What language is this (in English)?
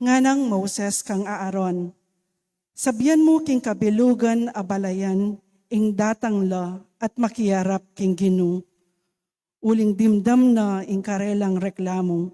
Pampanga